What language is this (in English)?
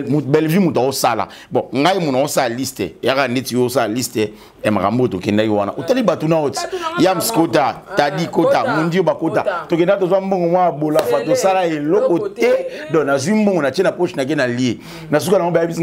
Lingala